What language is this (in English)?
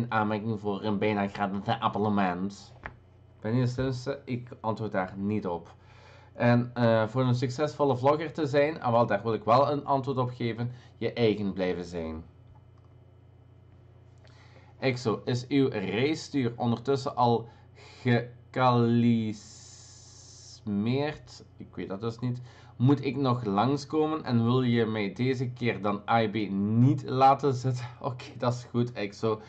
Dutch